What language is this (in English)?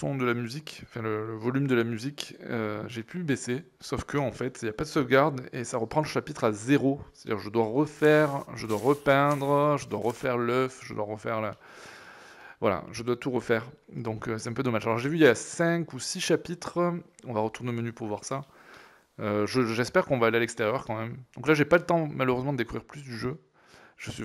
French